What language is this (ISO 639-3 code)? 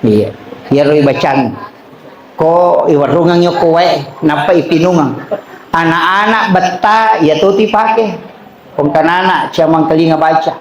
bug